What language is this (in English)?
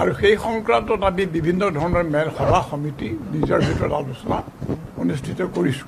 Assamese